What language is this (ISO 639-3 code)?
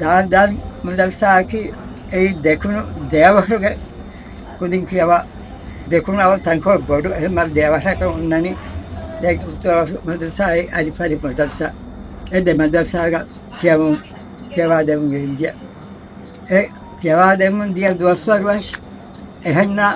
div